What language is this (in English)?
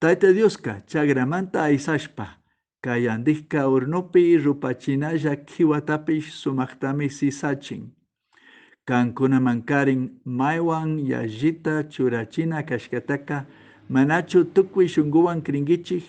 Chimborazo Highland Quichua